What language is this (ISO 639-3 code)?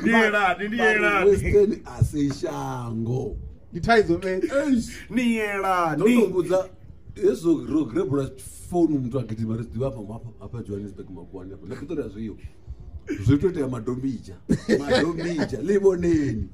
ven